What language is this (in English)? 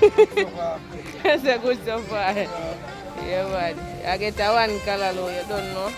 Jamaican Creole English